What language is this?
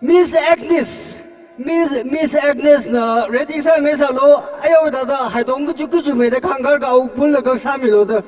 Tangkhul Naga (India)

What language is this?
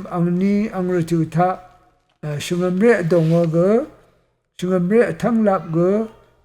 Rawang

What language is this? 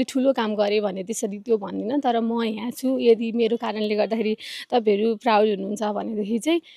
Nepali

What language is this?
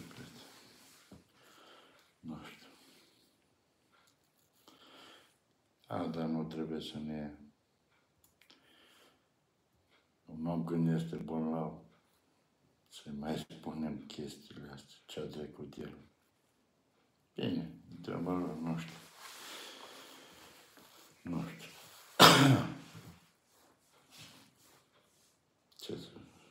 Romanian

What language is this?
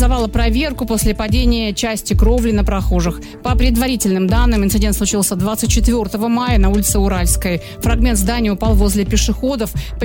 Russian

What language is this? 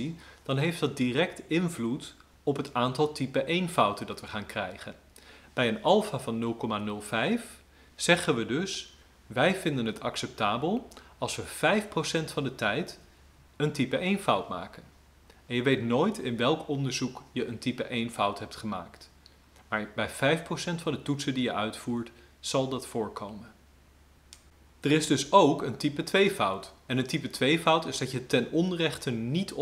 Dutch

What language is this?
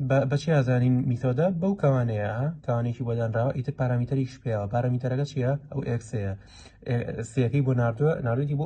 Central Kurdish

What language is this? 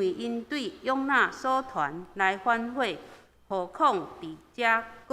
Min Nan Chinese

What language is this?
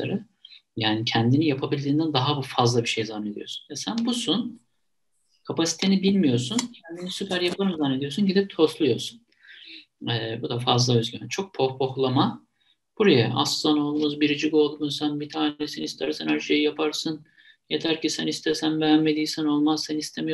Turkish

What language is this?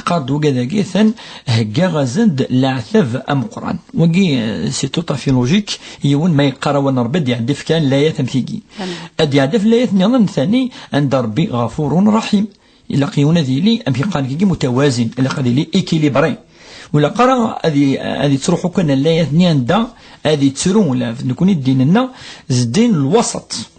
Kabyle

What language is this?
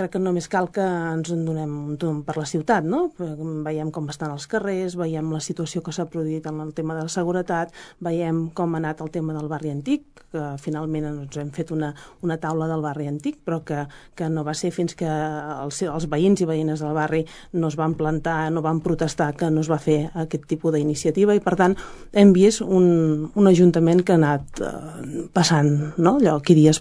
Catalan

